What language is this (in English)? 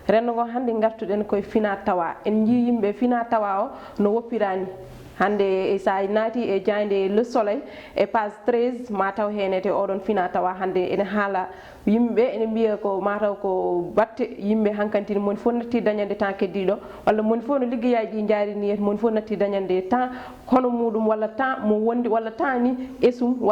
Fula